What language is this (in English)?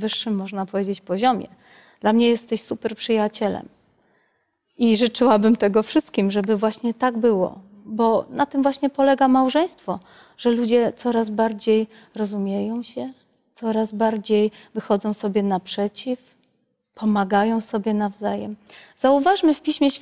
Polish